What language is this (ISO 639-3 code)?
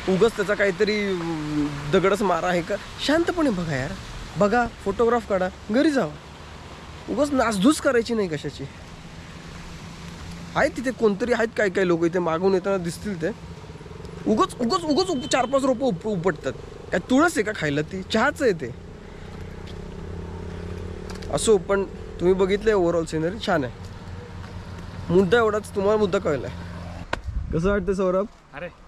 mar